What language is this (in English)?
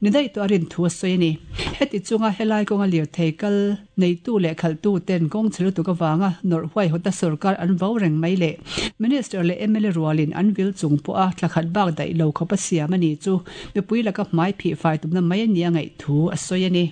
Mizo